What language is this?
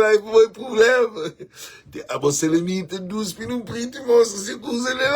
Kabuverdianu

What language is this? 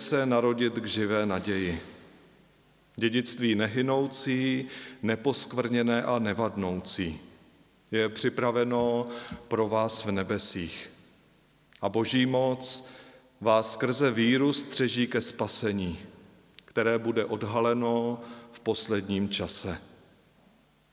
Czech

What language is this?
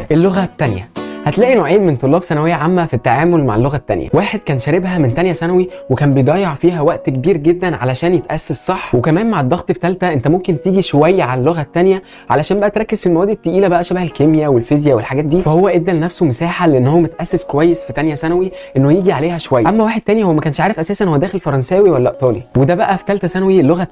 Egyptian Arabic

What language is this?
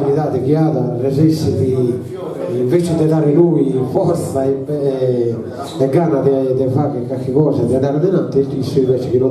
Sardinian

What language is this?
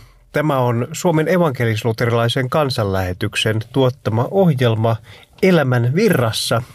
Finnish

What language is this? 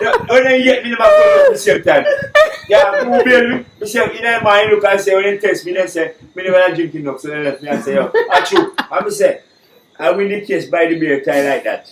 Jamaican Creole English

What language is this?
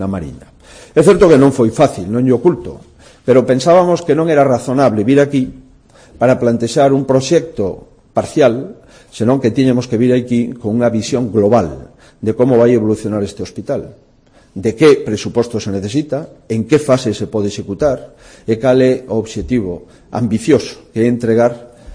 Galician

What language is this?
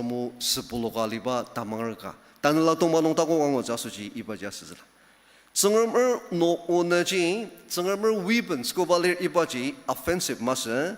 Ao Naga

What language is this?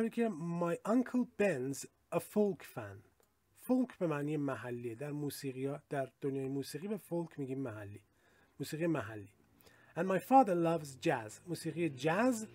Persian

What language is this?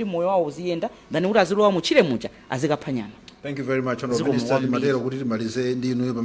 Nyanja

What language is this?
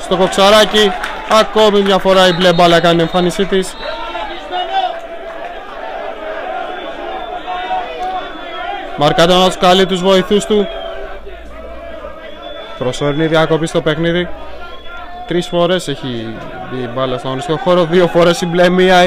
Greek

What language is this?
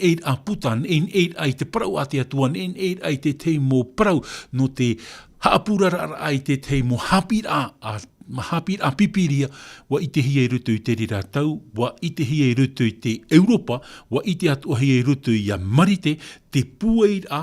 Tahitian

